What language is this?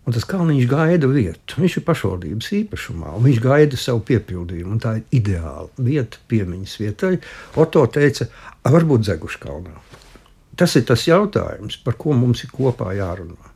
Latvian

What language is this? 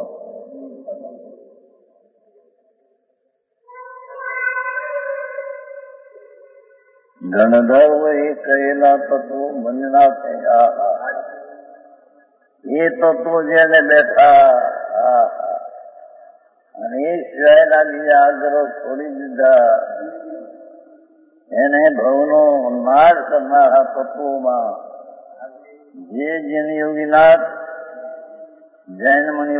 Gujarati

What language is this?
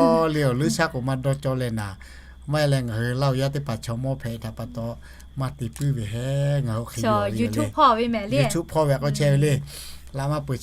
Lahu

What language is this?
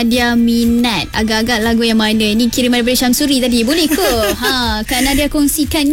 Malay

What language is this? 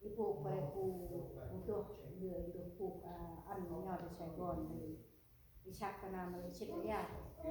Central Mnong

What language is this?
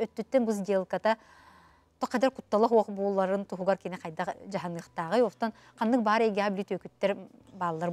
Yakut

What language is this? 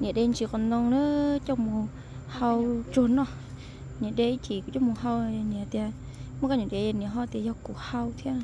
Hmong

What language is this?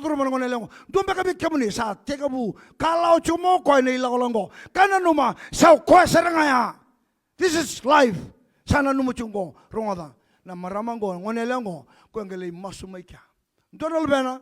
Fijian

